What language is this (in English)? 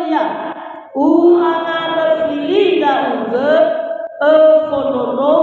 Nias